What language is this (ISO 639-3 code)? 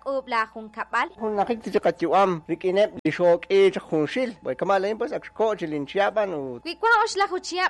kek